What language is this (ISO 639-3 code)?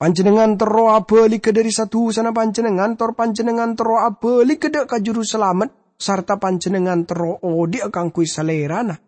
mad